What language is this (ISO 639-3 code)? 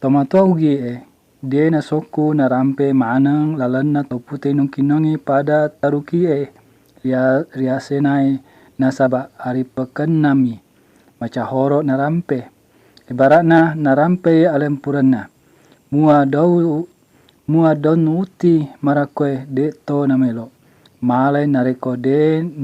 bug